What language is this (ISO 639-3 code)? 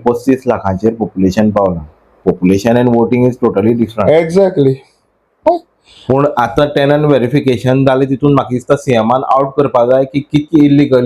kok